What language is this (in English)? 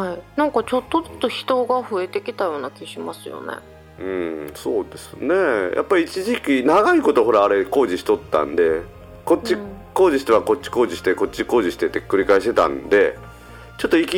Japanese